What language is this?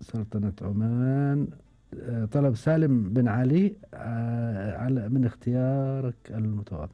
Gulf Arabic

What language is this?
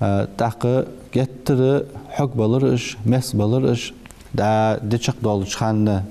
Ingush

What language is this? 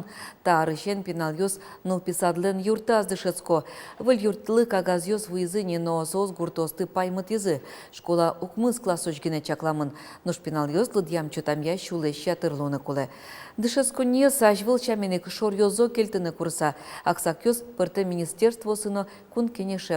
Udmurt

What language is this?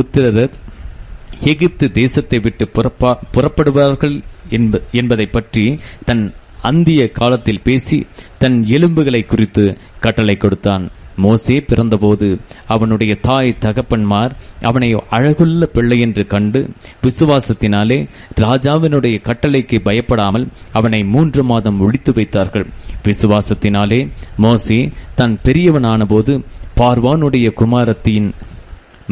Tamil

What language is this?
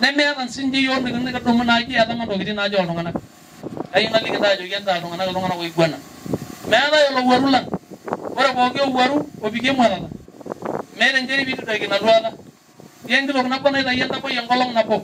Masai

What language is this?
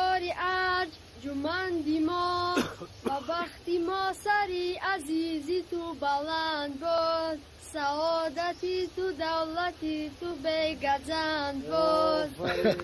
Tajik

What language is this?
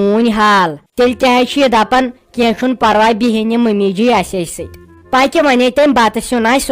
Kashmiri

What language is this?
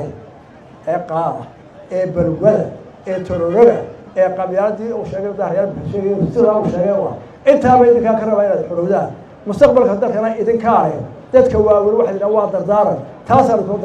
Somali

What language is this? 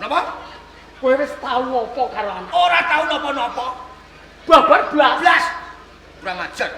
Javanese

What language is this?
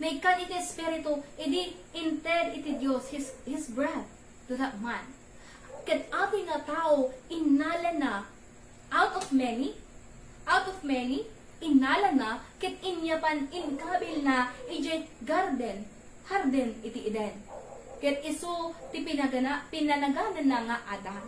Iloko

